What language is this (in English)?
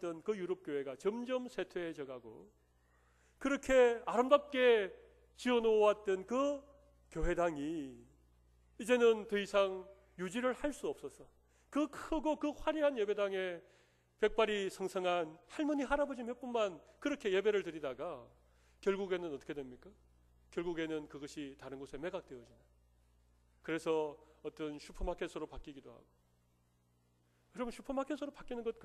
Korean